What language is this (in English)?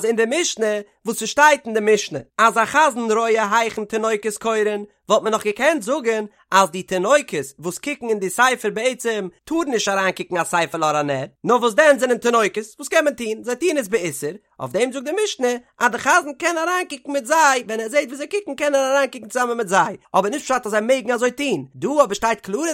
Yiddish